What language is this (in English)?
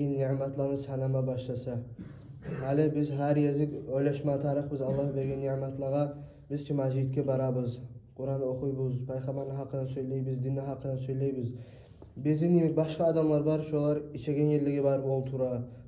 Kumyk